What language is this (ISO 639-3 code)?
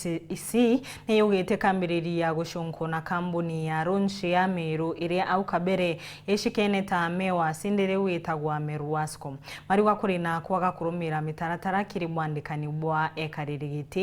mer